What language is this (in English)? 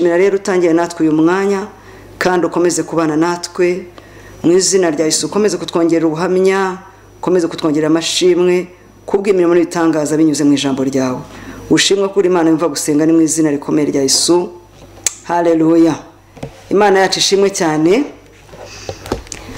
Kinyarwanda